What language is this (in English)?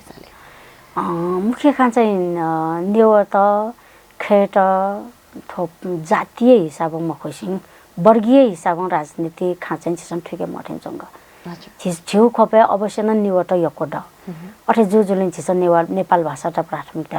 Newari